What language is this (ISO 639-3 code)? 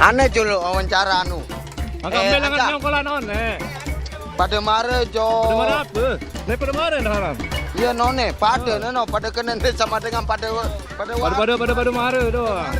sas